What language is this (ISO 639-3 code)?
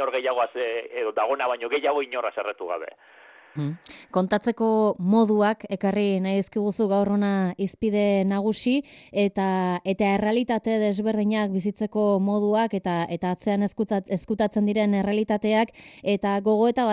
eus